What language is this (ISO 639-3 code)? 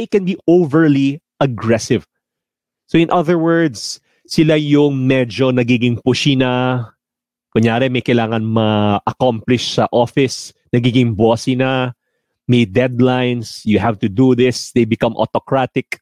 fil